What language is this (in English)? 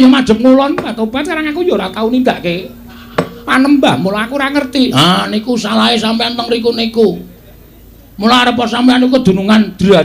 Javanese